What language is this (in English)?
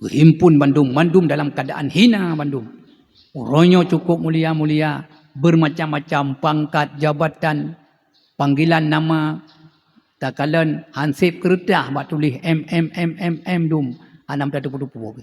Achinese